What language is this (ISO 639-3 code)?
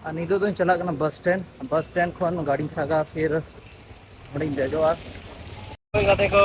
sat